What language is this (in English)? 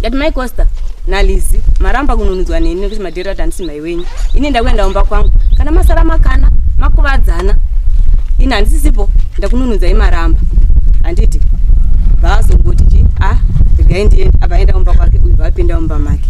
Shona